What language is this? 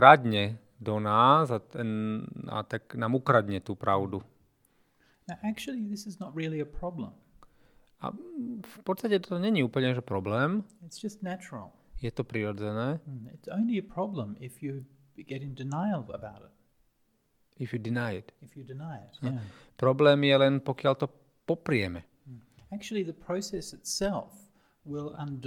Slovak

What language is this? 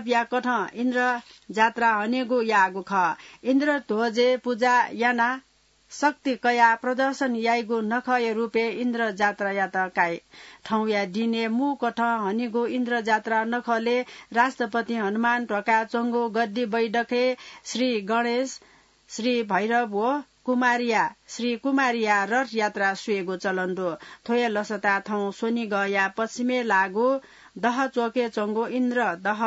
Newari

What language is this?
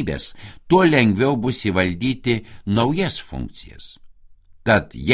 Lithuanian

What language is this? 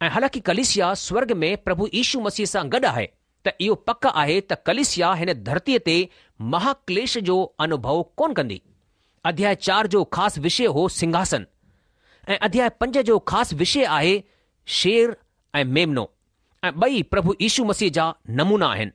Sindhi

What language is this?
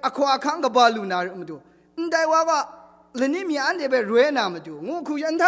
Kachin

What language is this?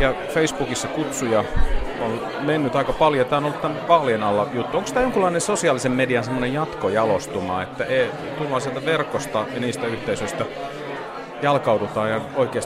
Finnish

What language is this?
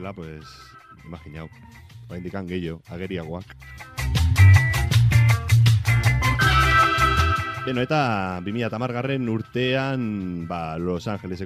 Basque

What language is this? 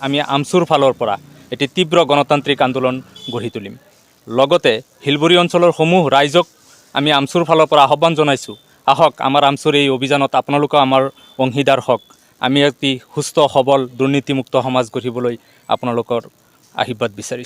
Assamese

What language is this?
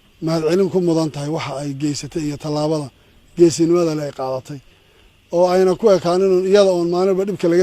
Somali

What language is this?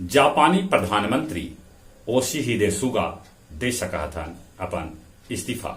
Magahi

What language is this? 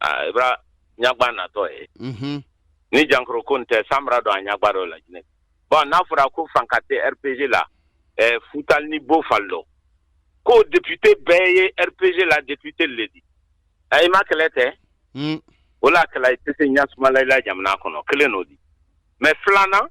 Bambara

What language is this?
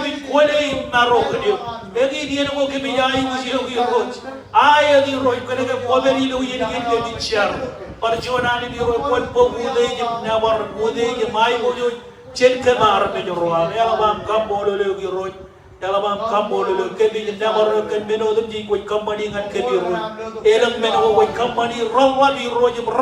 Marshallese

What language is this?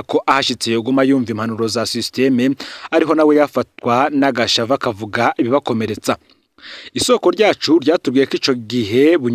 Rundi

